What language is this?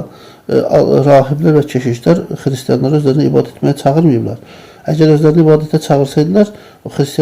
Azerbaijani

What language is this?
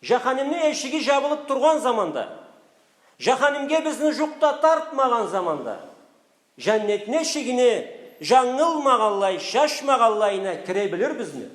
Karachay-Balkar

